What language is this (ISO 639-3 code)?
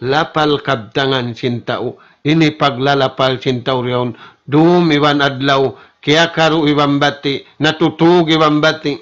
tsg